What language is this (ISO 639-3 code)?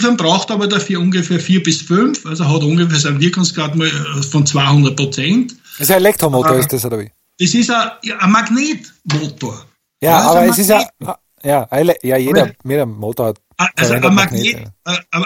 deu